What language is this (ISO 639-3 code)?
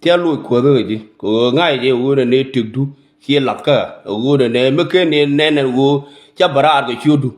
nus